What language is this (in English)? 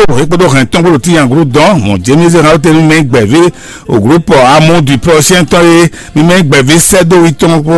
Fon